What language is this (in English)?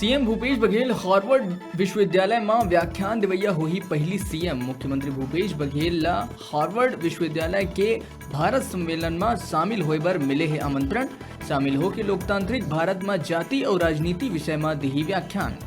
Chhattisgarhi